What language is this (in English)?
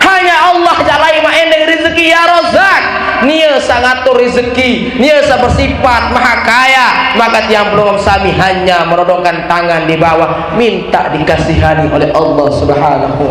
Sasak